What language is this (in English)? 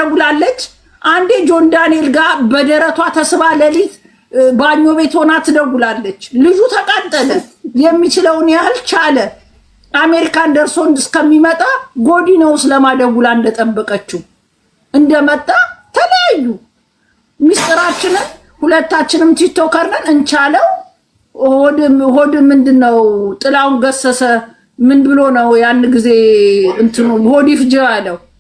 Amharic